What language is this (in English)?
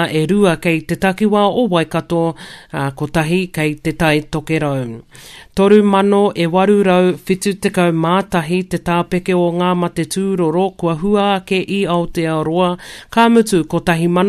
Māori